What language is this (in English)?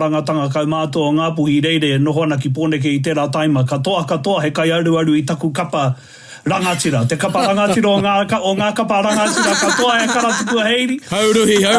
Māori